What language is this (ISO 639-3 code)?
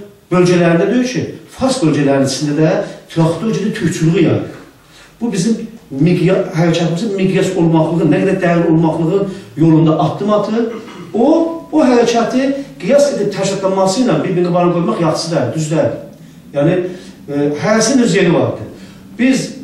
azb